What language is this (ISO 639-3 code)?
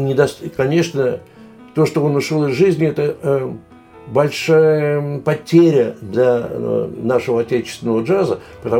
rus